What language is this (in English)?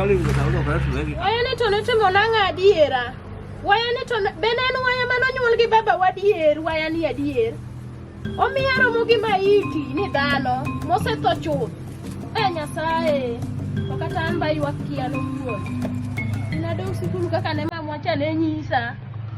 Luo (Kenya and Tanzania)